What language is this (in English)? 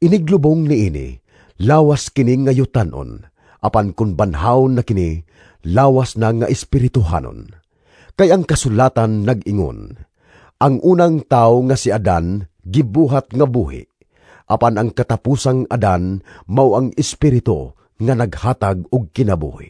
Cebuano